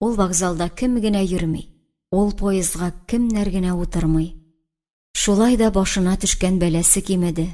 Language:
Tatar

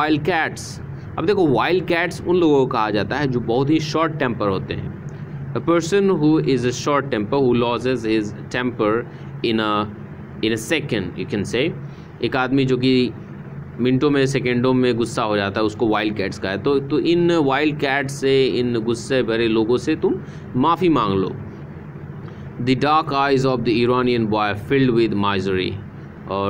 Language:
Hindi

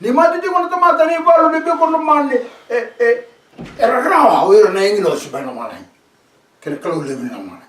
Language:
Fijian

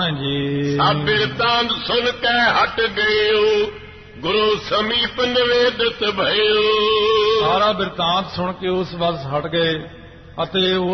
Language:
Punjabi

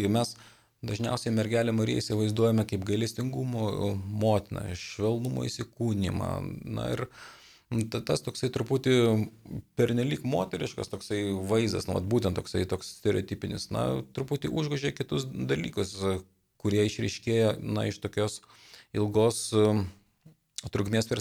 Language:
Lithuanian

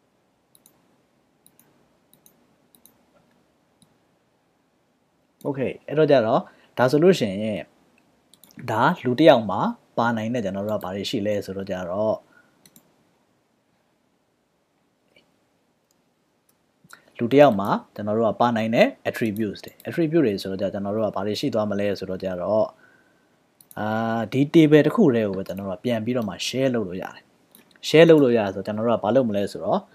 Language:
Burmese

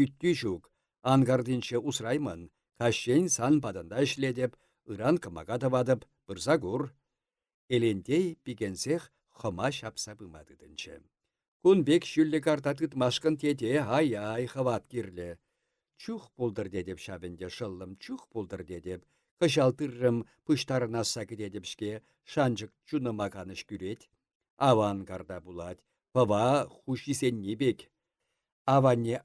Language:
Chuvash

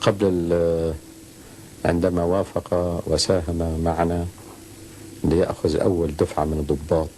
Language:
Algerian Arabic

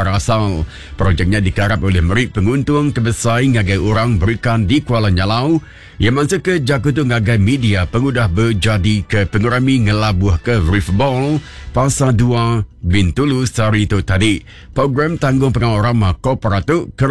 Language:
Iban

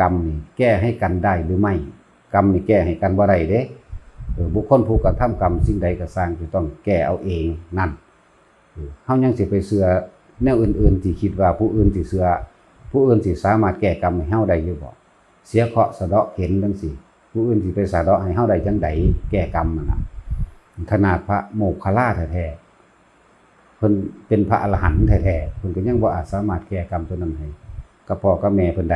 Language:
Northeastern Thai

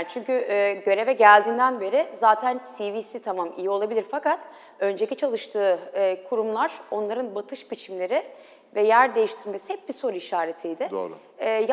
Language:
Turkish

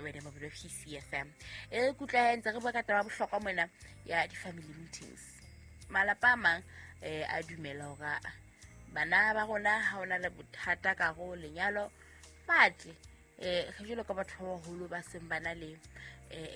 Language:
Southern Sotho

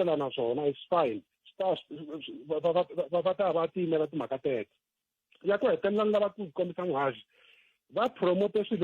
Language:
Tsonga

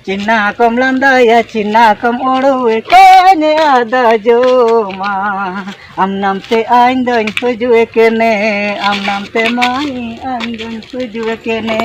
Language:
Ho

